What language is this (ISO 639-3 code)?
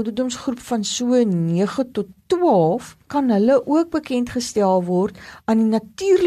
afr